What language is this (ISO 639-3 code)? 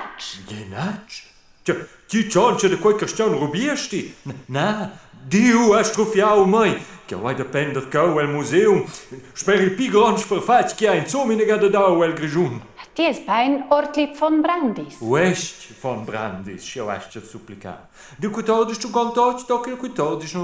roh